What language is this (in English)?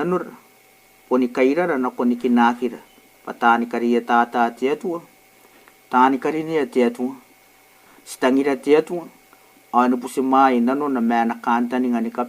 Gilbertese